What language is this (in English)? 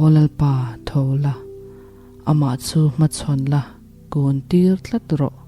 Mizo